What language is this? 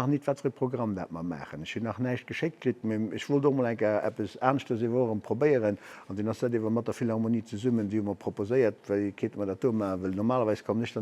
Luxembourgish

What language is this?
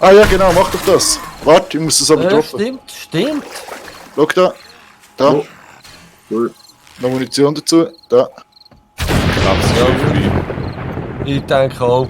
Swiss German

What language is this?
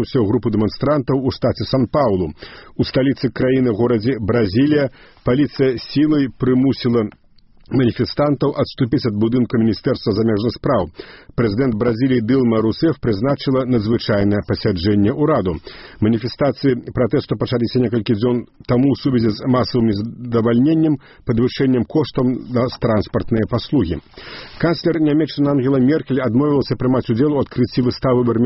Belarusian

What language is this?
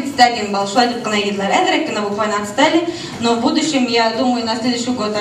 Bashkir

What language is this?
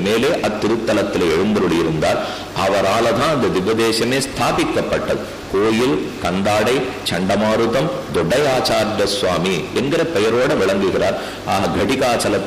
Tamil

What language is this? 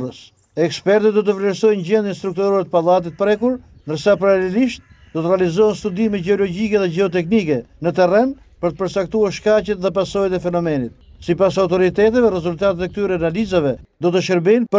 Albanian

